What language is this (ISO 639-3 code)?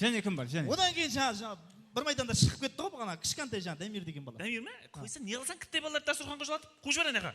kaa